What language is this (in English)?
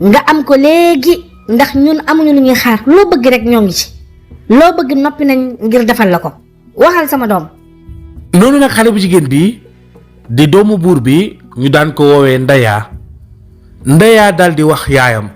Wolof